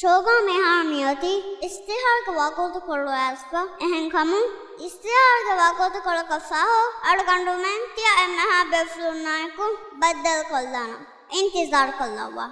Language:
Divehi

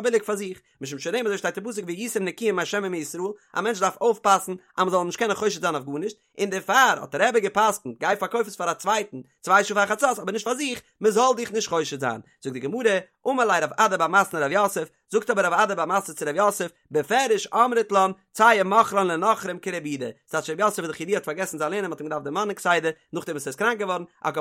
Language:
Yiddish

